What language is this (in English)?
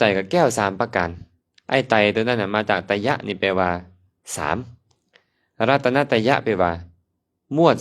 Lao